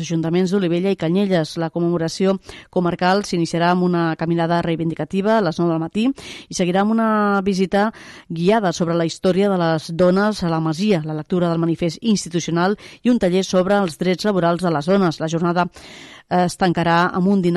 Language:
Catalan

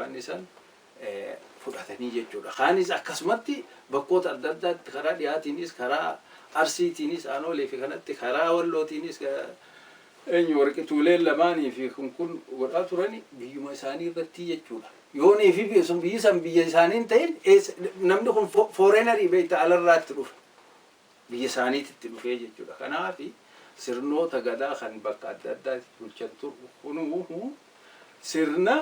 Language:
Oromo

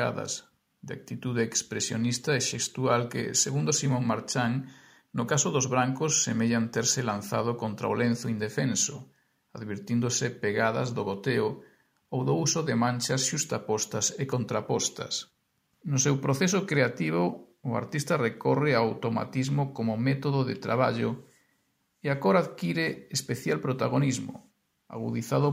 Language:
Galician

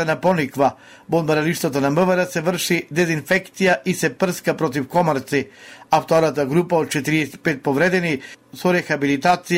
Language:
Macedonian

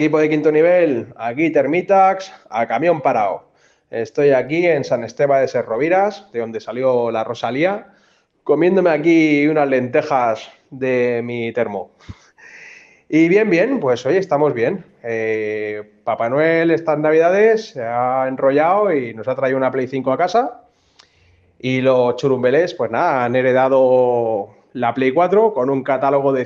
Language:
Spanish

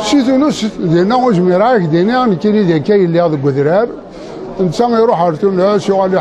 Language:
Kabyle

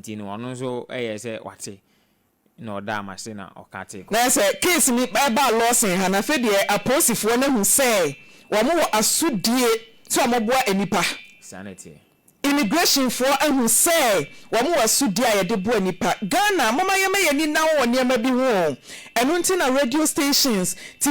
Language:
Akan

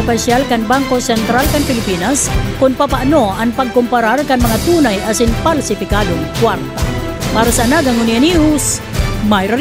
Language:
Bikol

